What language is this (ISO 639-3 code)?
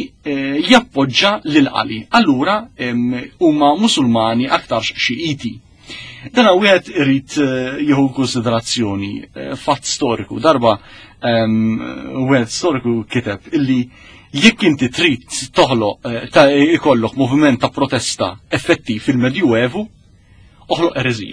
mlt